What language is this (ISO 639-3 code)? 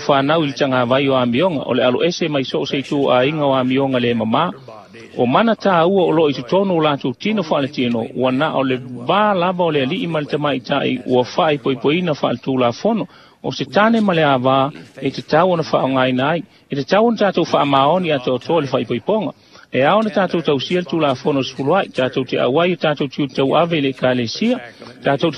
smo